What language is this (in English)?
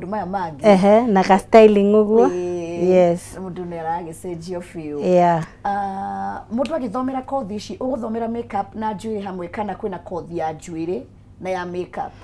Kikuyu